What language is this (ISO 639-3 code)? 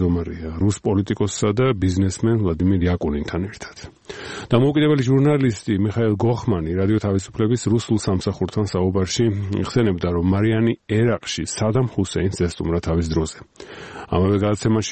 kat